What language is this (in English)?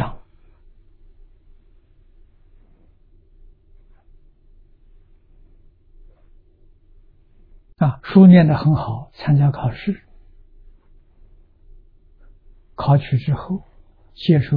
Chinese